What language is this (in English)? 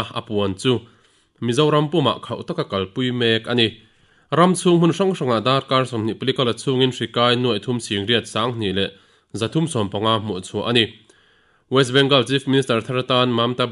Mizo